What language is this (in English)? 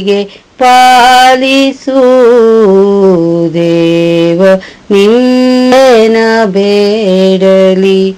Kannada